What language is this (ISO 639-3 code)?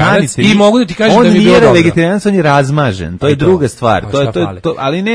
srp